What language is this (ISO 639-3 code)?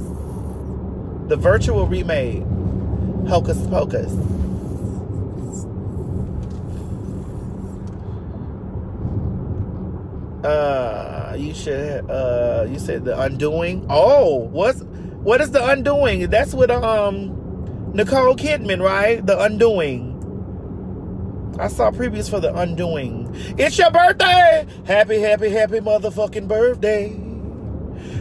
eng